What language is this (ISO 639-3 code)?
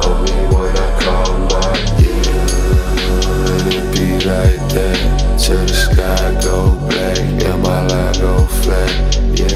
eng